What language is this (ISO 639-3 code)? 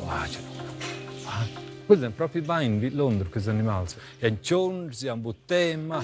roh